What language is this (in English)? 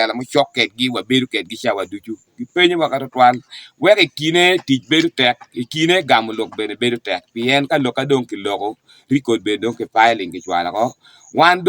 Acoli